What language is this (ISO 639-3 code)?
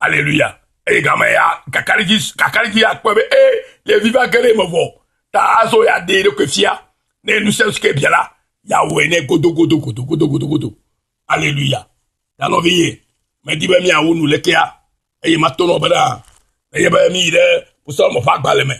ewe